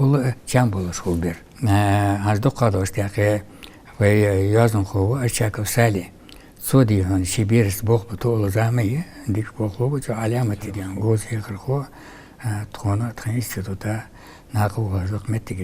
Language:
Ingush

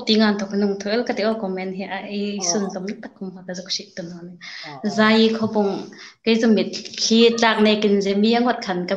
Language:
Hmar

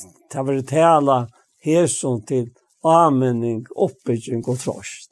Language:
Faroese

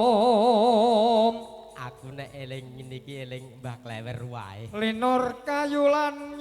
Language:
Javanese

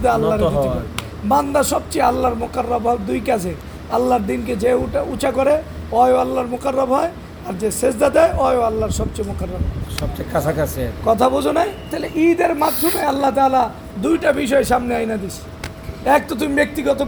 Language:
Bangla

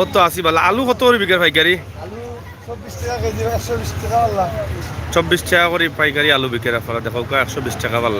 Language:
Sylheti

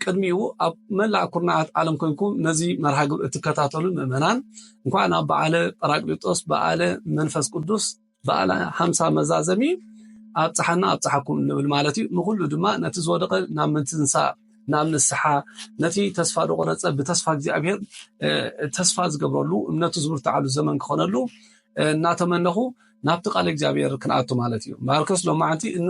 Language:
Tigrinya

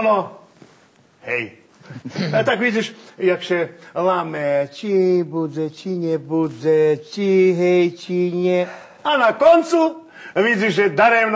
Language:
Rusyn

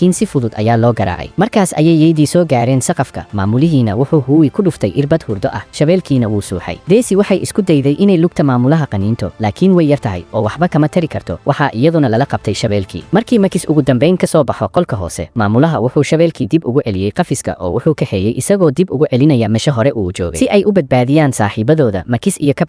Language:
Somali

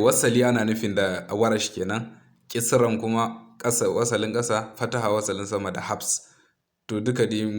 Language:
Hausa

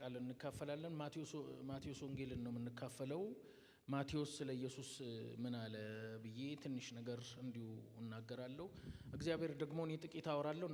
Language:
Amharic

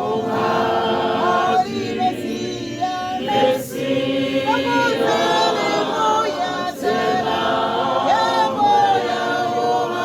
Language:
Tswana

